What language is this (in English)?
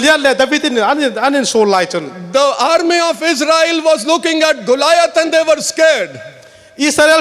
Hmar